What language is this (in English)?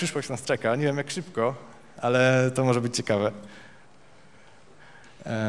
Polish